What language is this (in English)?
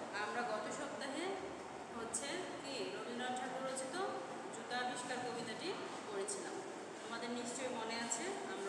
Bangla